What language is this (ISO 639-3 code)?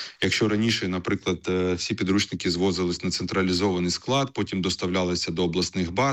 ukr